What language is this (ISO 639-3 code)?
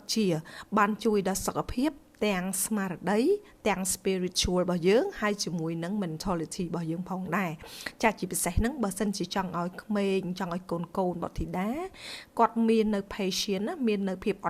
khm